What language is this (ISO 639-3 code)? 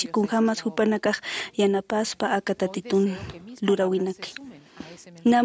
aym